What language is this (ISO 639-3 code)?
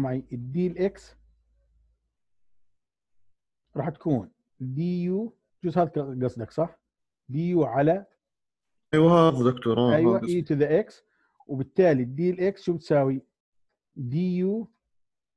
ajp